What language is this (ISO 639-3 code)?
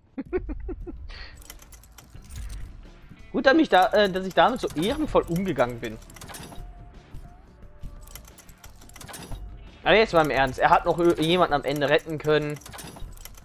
deu